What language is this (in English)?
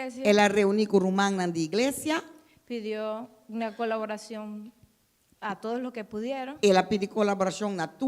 Papiamento